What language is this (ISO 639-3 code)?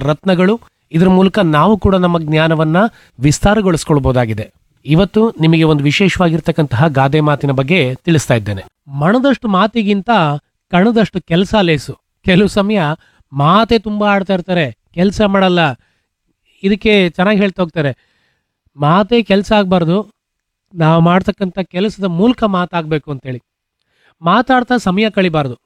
kan